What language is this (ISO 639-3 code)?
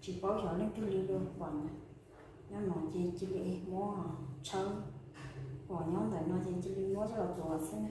hmn